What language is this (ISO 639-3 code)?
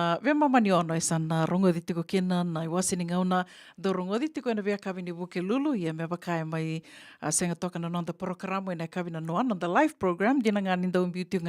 fij